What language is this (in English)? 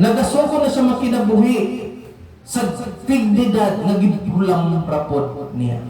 Cebuano